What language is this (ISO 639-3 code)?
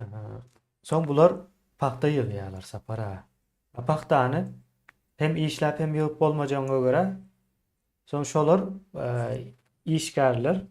tuk